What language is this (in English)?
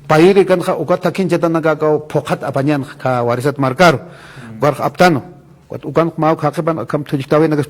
Aymara